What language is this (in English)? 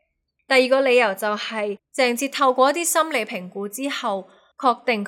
Cantonese